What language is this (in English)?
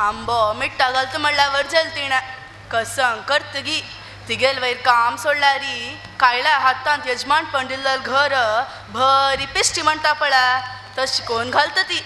Konkani